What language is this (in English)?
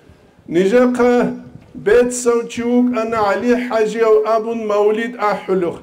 Avaric